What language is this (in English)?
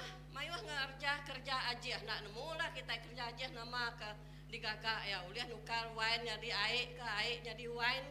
Iban